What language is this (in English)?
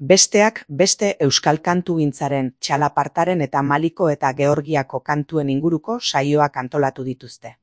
Basque